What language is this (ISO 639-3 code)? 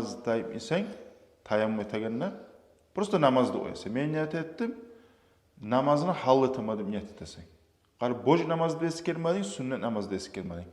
kum